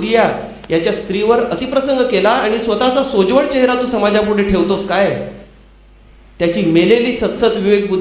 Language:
Marathi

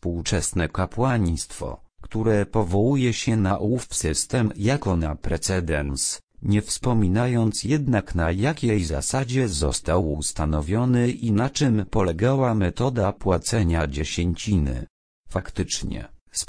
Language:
Polish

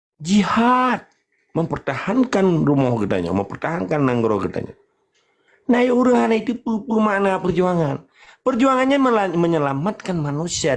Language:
Achinese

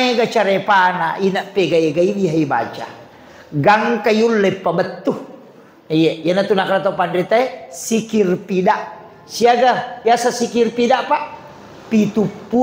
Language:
Buginese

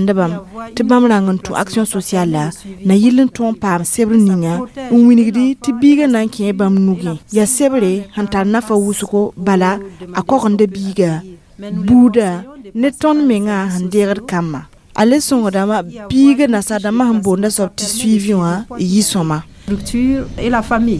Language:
Mossi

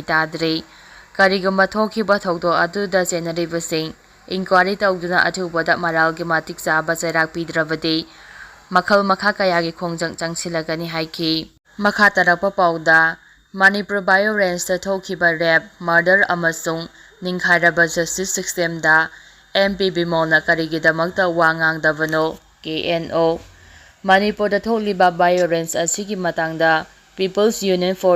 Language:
Manipuri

